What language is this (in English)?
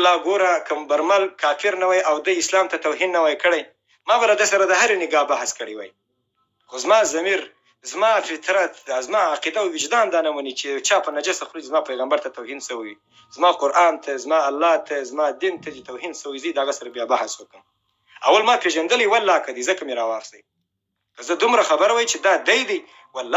Pashto